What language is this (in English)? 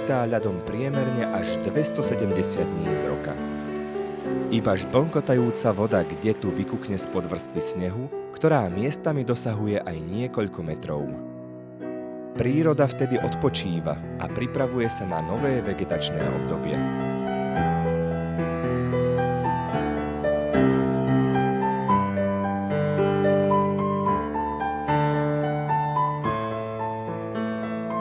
Slovak